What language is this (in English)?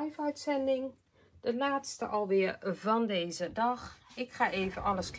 Dutch